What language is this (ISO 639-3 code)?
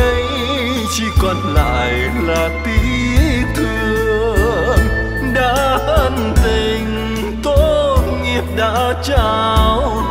vie